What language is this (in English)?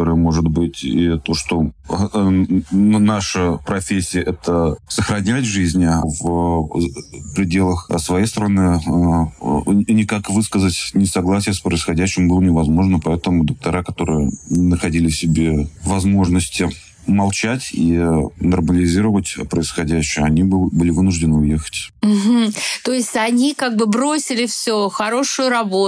Russian